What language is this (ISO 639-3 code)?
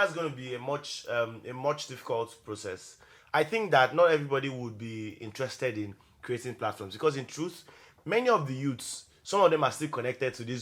pcm